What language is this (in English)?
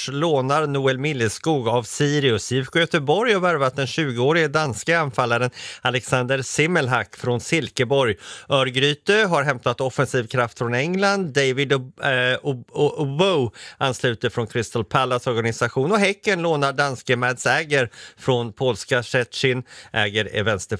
Swedish